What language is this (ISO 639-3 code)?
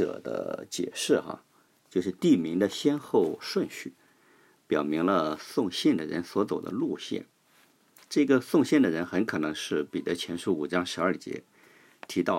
zho